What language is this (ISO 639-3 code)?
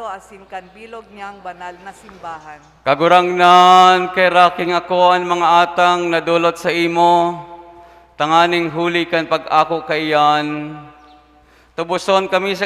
bik